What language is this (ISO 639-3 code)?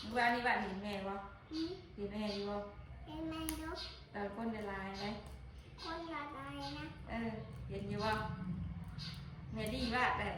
tts